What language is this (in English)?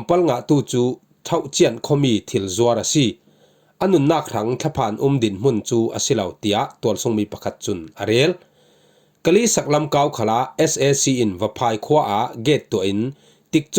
Falam Chin